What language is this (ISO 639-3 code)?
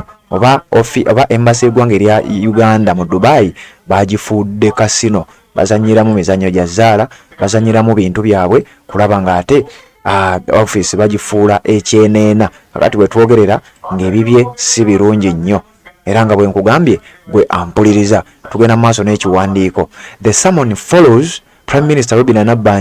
lug